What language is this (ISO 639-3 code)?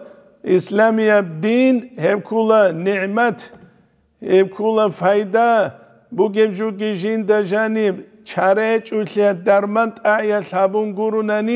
ava